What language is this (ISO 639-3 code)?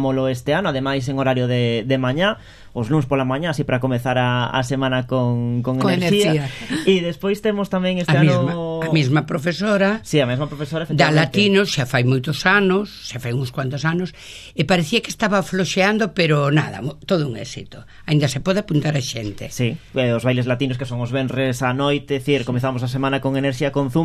glg